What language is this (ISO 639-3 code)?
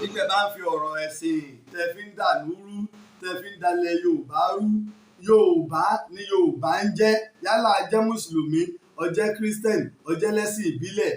yor